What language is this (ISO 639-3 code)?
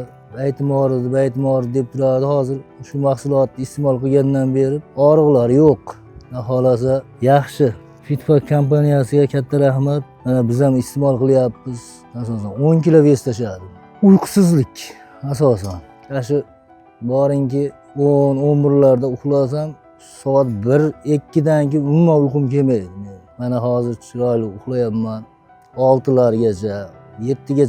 uzb